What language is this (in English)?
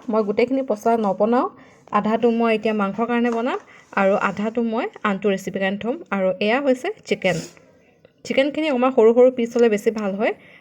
Assamese